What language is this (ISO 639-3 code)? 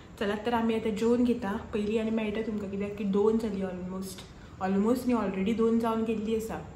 kok